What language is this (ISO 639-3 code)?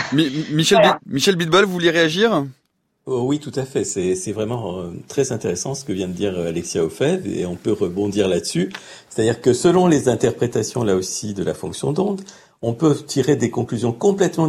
fra